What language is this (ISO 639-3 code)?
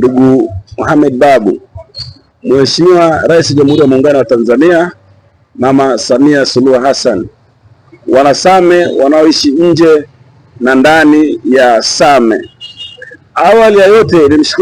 swa